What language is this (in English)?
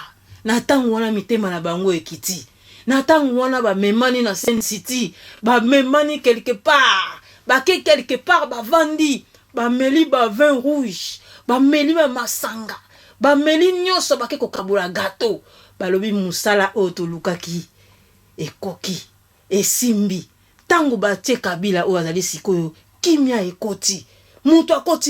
Lingala